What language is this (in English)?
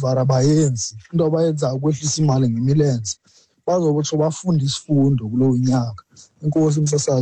Xhosa